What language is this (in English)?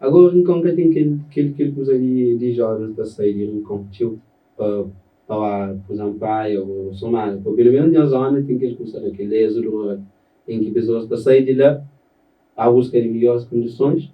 Kabuverdianu